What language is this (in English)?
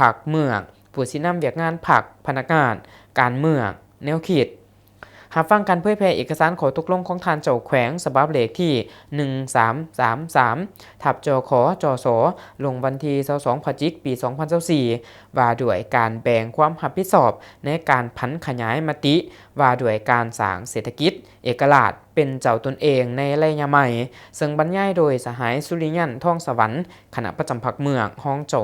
Lao